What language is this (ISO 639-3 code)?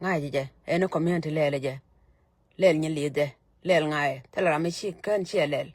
nus